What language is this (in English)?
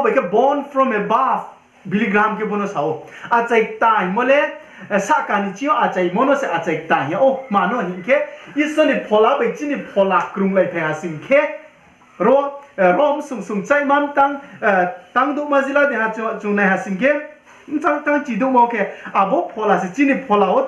Riang (India)